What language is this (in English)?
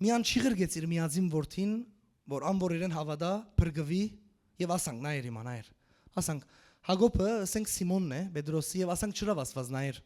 Western Armenian